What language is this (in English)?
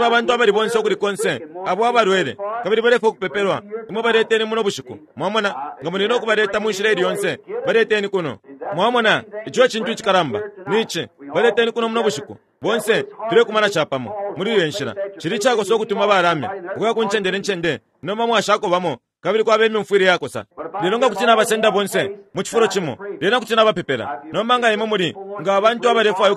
Bemba